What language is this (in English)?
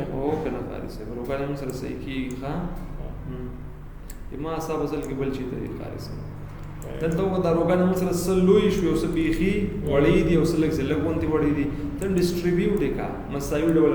Pashto